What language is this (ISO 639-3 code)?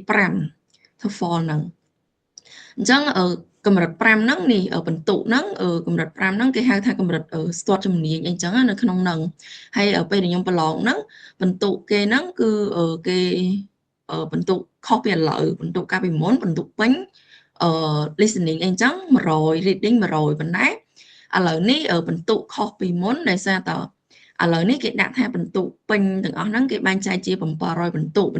khm